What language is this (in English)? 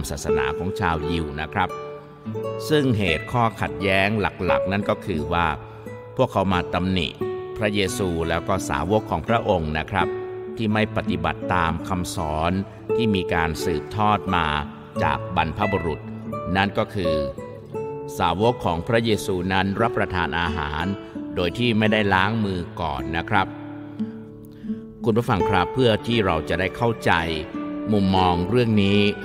Thai